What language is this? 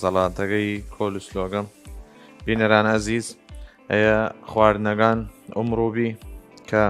Southern Kurdish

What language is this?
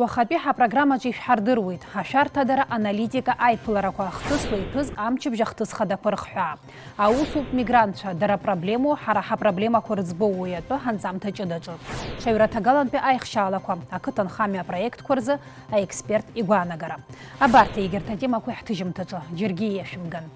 Abkhazian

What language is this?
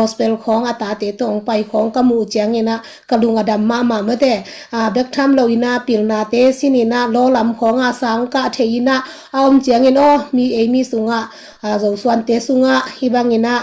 Tedim Chin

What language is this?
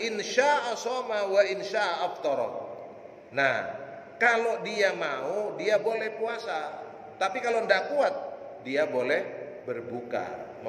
Indonesian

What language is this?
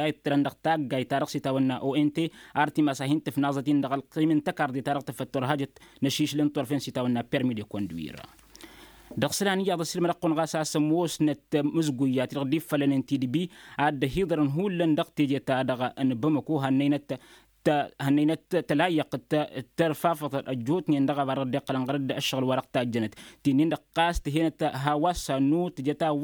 Tamasheq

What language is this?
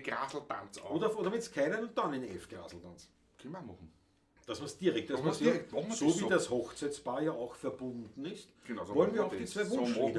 Bavarian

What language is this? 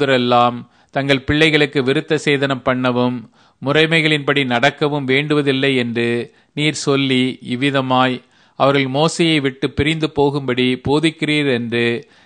Tamil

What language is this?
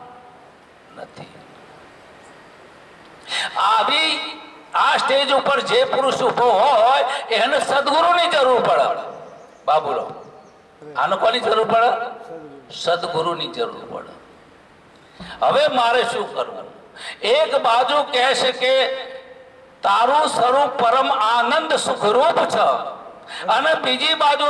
Gujarati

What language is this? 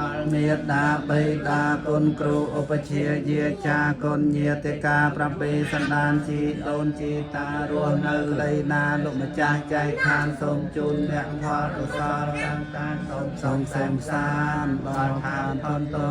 Khmer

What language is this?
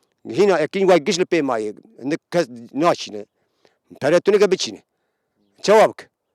Kurdish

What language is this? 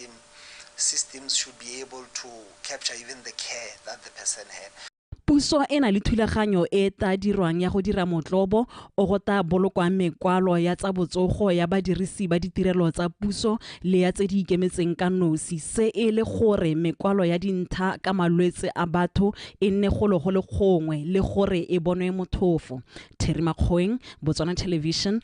Tswana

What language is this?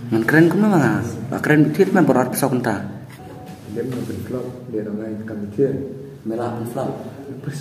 Khasi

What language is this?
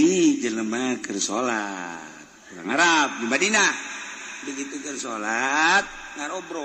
Sundanese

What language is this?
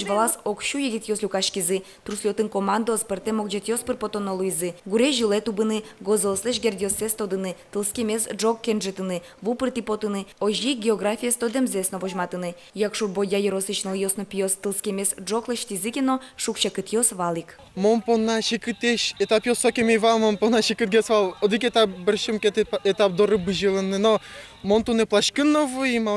Udmurt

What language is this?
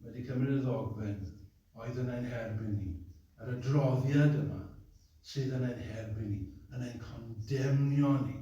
Welsh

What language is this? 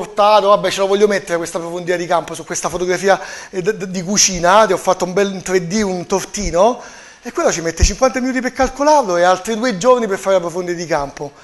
Italian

